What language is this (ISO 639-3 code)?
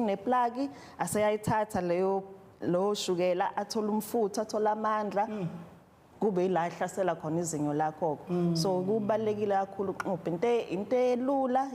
zul